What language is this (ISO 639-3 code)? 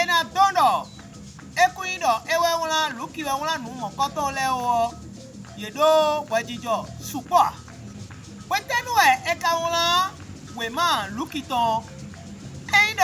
fon